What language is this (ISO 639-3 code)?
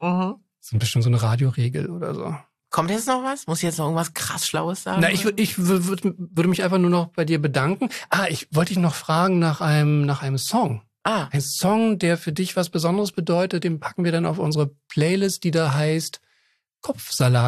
deu